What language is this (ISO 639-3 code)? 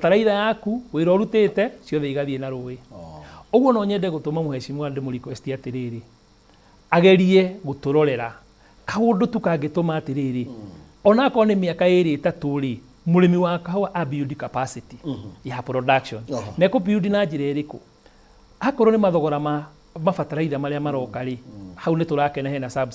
kik